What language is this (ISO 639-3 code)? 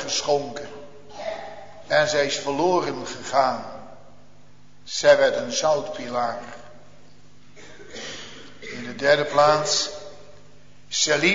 nld